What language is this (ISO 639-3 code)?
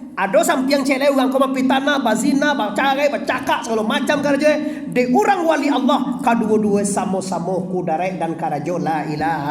min